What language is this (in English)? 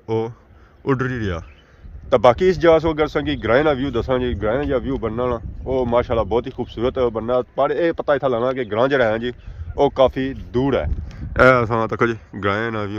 Pahari-Potwari